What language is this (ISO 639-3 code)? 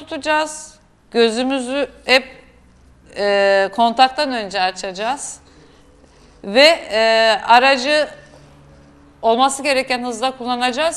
tur